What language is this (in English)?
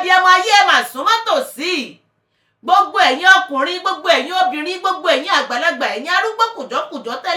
Yoruba